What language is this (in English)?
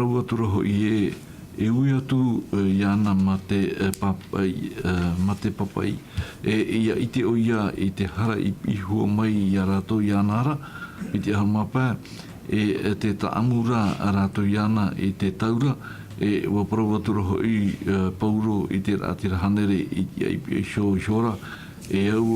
Tahitian